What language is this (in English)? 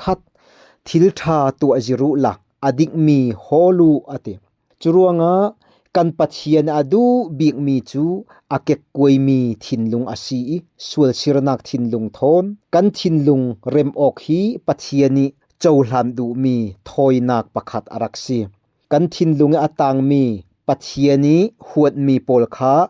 Falam Chin